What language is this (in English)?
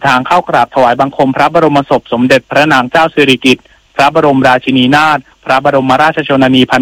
Thai